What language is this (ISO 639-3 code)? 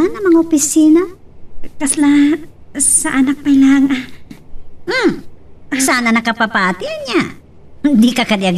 ilo